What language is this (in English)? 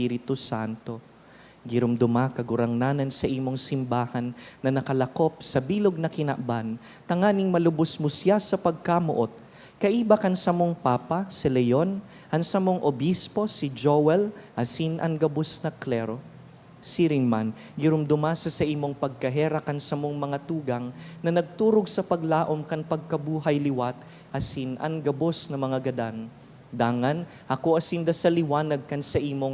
Bikol